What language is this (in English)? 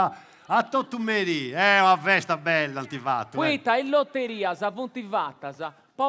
Sardinian